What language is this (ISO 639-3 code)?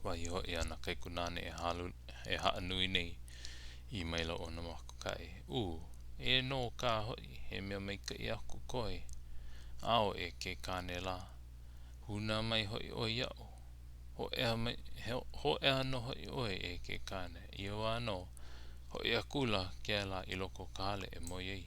haw